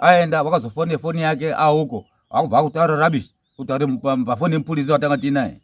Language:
Shona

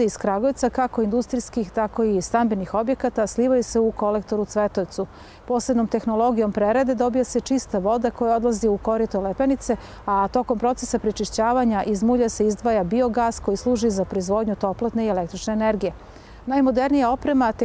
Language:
Serbian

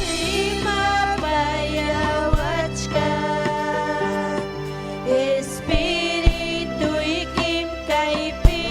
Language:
Ayacucho Quechua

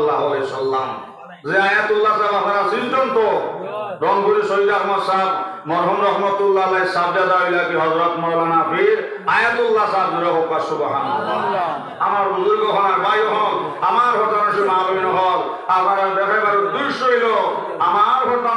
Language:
Sylheti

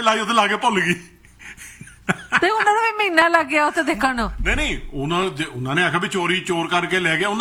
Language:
Punjabi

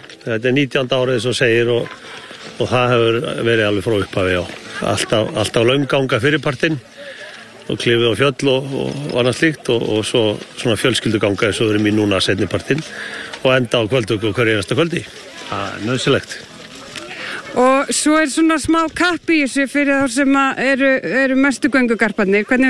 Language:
Icelandic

